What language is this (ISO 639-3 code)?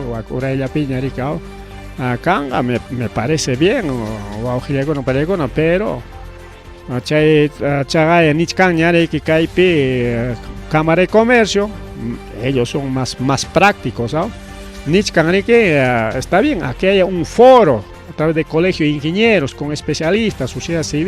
quy